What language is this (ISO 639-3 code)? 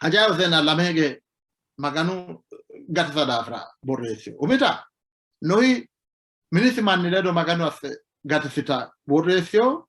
sid